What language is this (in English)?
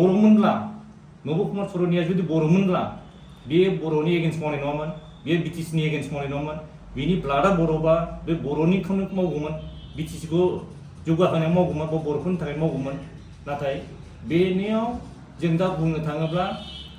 Bodo